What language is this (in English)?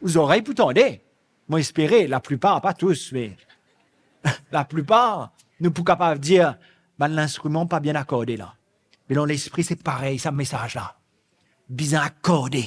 Morisyen